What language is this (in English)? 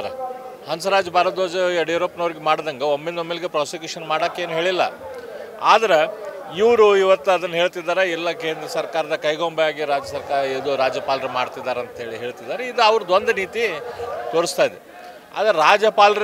Kannada